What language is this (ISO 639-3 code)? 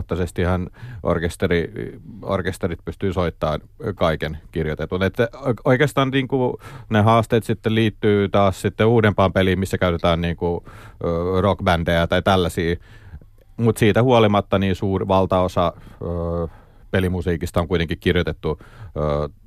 fin